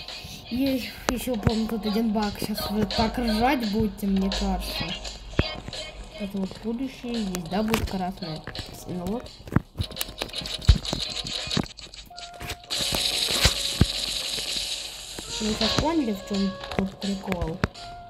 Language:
Russian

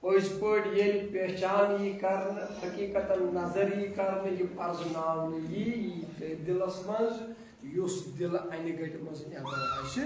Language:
Kashmiri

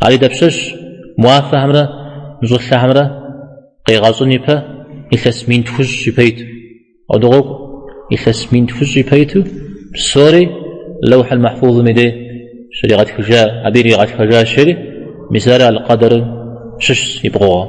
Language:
Kabardian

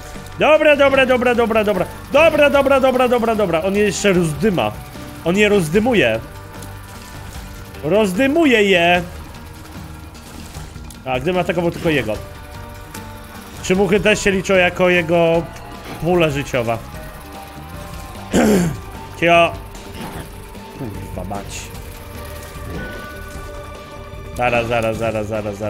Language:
Polish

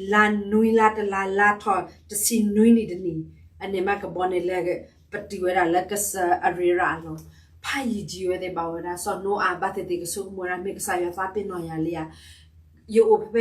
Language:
S'gaw Karen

